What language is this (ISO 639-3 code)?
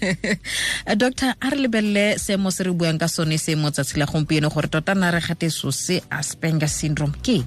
tsn